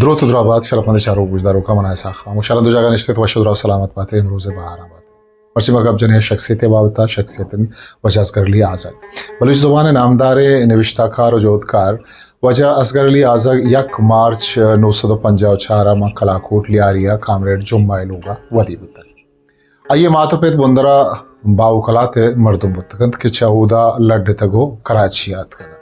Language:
Eastern Balochi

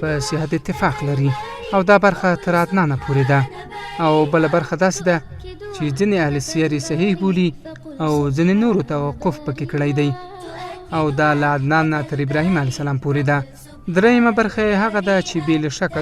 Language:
Pashto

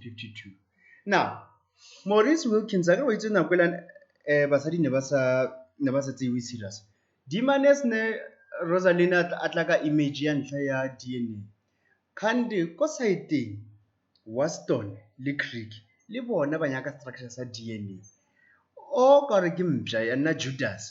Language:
Tswana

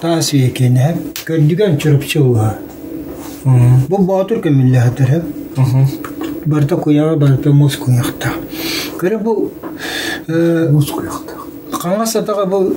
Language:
Yakut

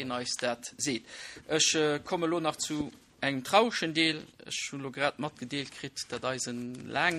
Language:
Luxembourgish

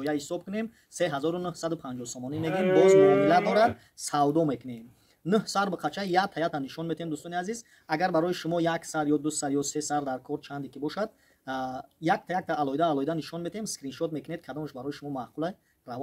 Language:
Tajik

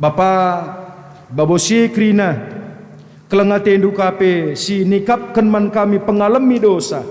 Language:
Batak Karo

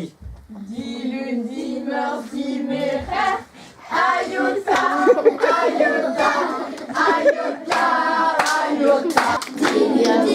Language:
Breton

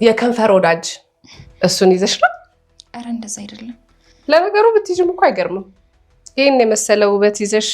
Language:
Amharic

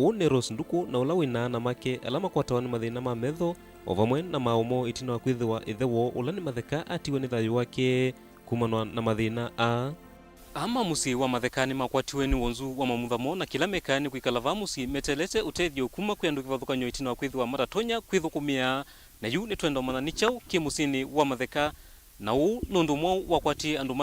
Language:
Kamba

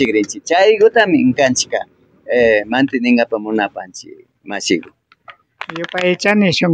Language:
Imbabura Highland Quichua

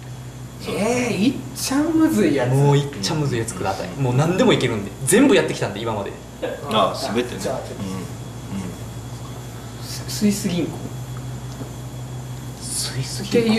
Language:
Japanese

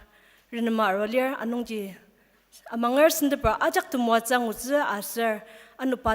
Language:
Ao Naga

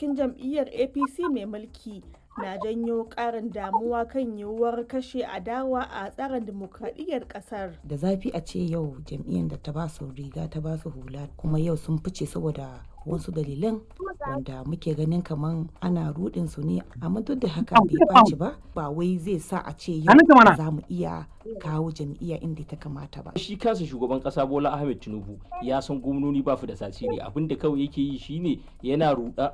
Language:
Hausa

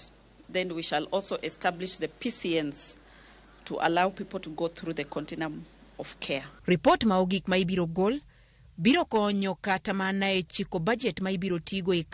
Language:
Luo (Kenya and Tanzania)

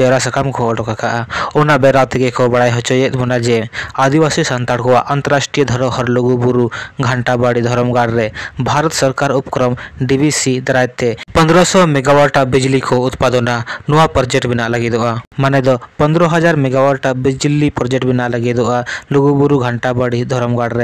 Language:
Santali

